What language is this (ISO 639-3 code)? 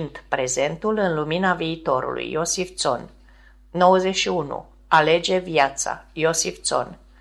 ron